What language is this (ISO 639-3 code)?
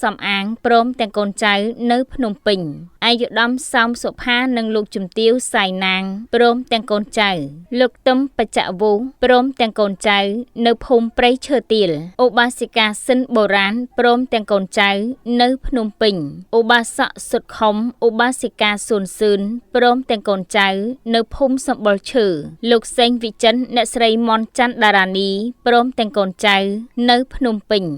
khm